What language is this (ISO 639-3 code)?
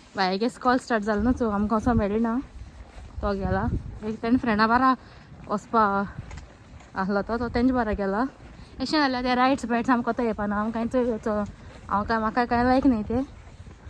kok